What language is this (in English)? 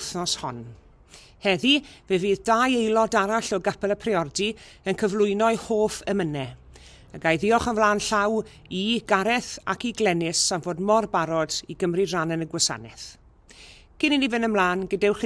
Welsh